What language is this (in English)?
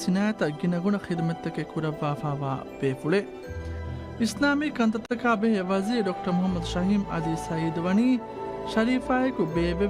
Divehi